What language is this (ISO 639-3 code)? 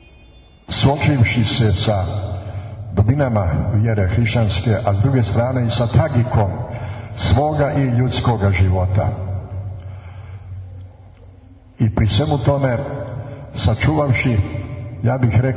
srp